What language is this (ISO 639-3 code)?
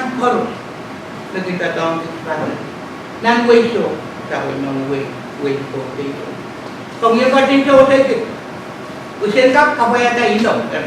pon